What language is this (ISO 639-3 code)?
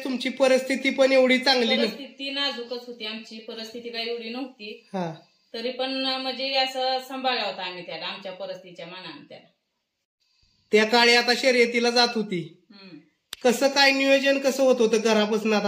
mar